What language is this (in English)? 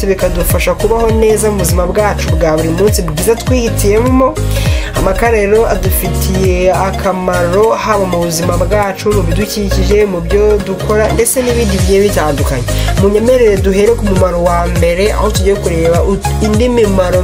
Kinyarwanda